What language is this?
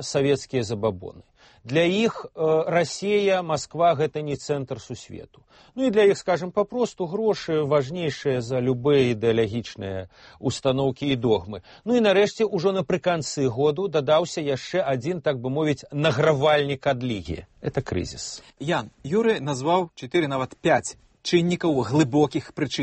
Belarusian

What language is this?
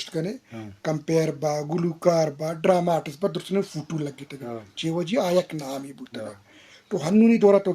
Eastern Balochi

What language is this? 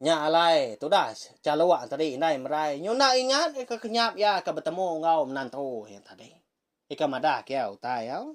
Iban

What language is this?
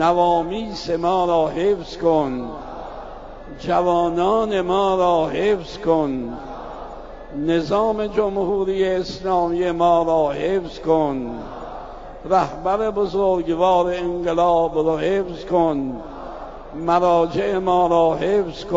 Persian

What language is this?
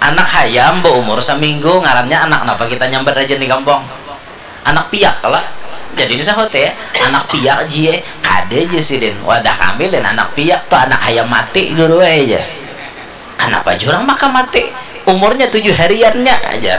Banjar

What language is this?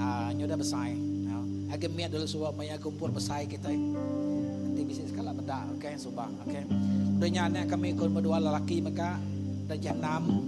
Iban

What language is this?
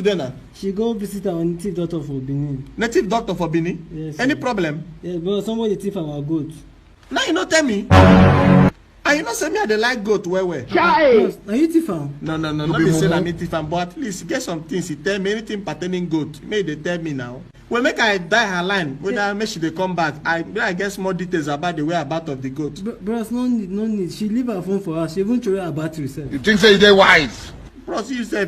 Nigerian Pidgin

